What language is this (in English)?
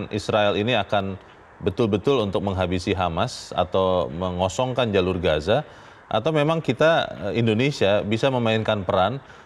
Indonesian